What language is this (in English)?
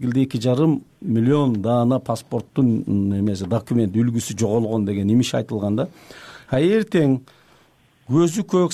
Kyrgyz